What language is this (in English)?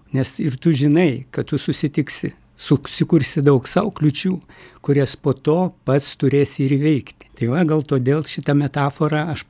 Lithuanian